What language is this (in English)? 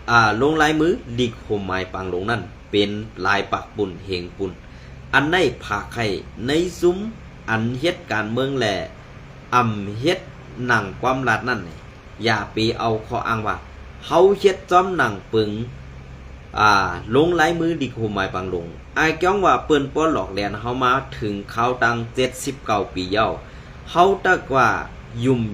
Shan